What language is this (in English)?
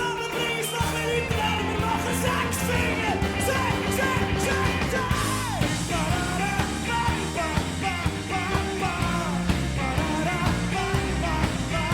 Swiss German